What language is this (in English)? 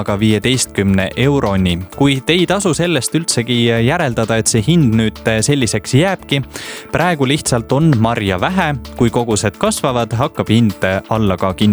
Estonian